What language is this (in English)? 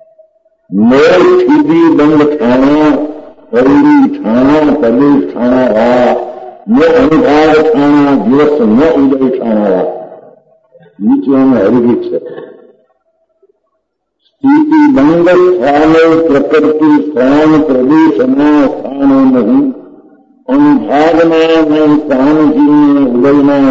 Gujarati